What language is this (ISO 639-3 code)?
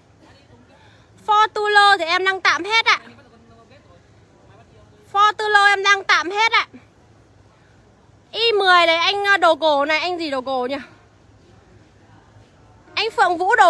vie